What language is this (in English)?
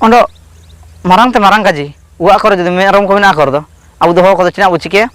Ho